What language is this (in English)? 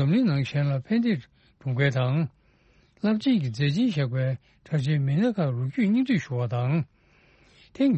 Tibetan